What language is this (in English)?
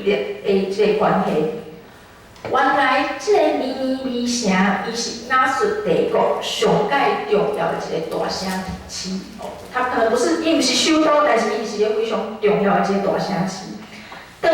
Min Nan Chinese